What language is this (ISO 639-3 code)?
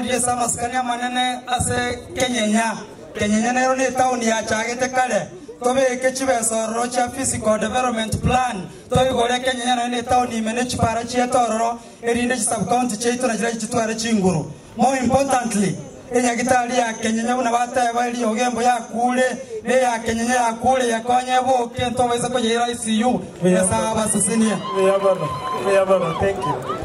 guz